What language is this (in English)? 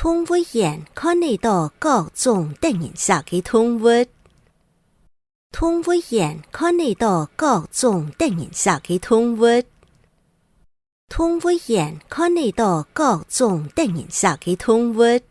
Hakka Chinese